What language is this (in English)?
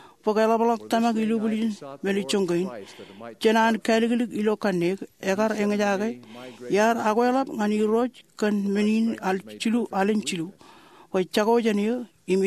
Marshallese